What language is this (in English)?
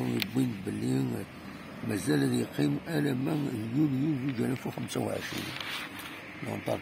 Kabyle